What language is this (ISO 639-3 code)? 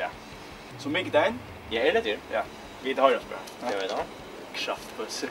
fao